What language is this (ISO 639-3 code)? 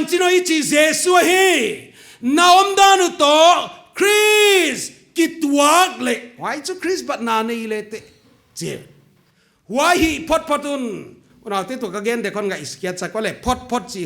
pck